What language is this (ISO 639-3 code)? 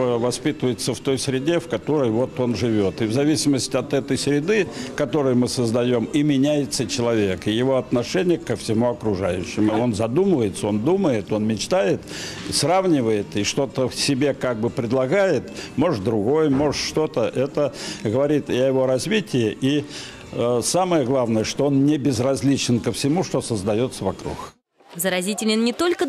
rus